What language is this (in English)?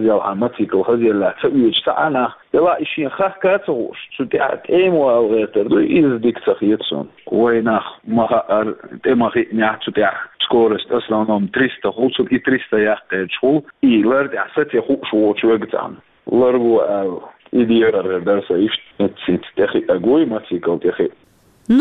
Chechen